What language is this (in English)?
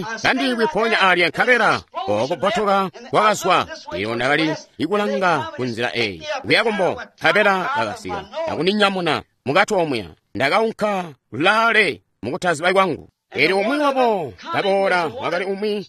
Tonga (Zambia)